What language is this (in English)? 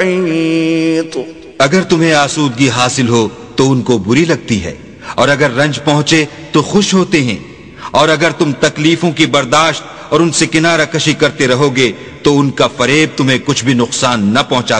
Urdu